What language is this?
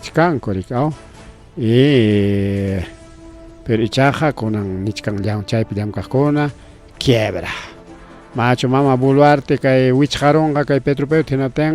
Ayacucho Quechua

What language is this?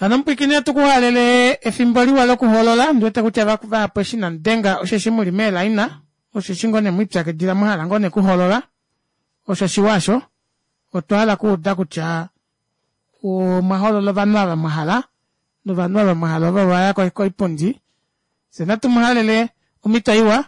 Kuanyama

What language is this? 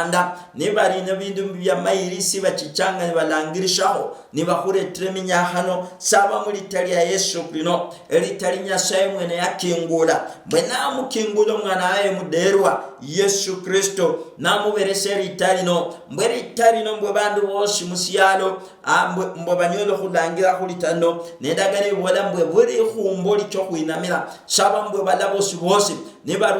Luyia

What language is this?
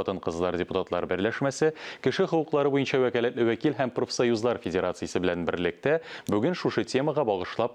Tatar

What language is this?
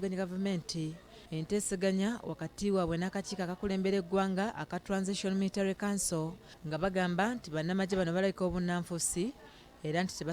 Ganda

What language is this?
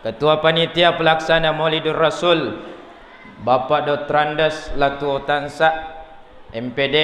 Buginese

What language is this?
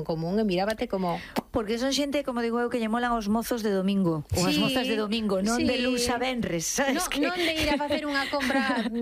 Galician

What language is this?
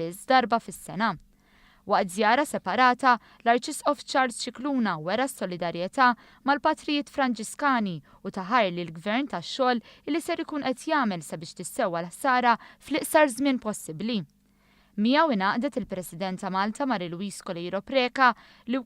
Maltese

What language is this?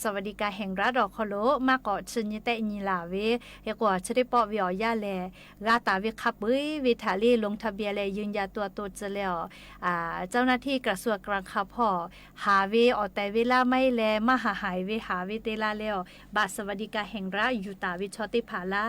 Lahu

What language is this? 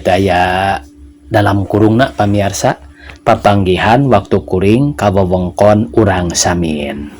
Sundanese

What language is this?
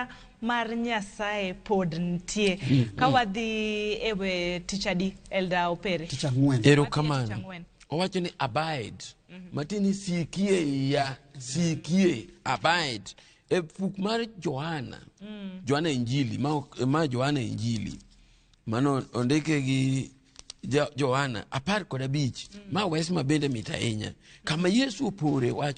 Luo (Kenya and Tanzania)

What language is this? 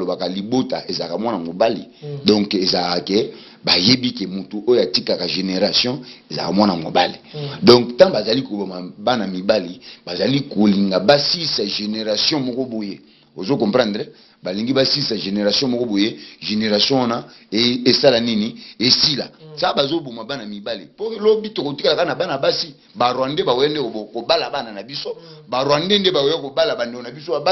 Lingala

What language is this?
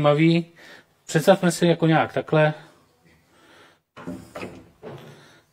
Czech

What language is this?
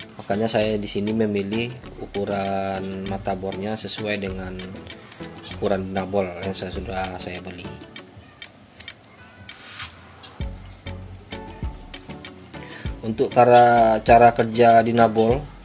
Indonesian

